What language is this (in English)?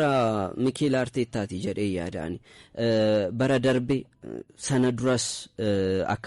Oromo